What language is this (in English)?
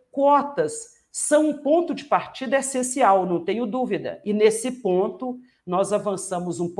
Portuguese